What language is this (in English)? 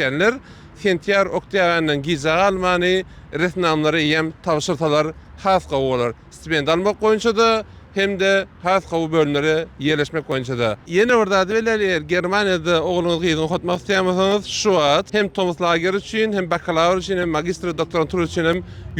Turkmen